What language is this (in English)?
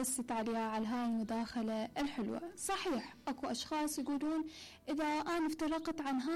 Mesopotamian Arabic